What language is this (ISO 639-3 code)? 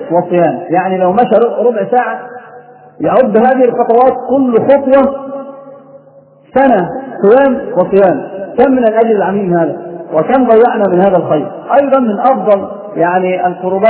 ara